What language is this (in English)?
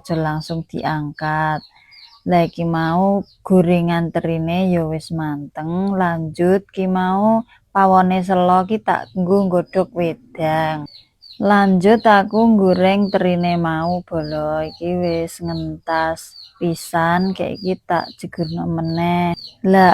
Javanese